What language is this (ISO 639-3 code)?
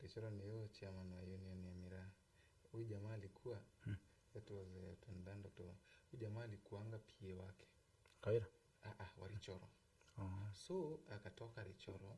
mer